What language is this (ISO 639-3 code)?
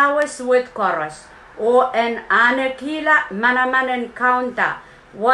pon